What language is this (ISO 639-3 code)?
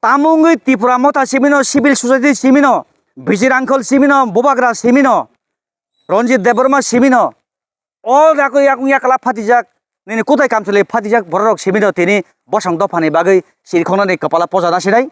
trp